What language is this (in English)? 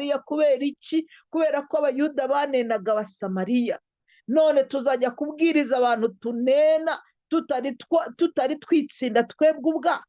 Kinyarwanda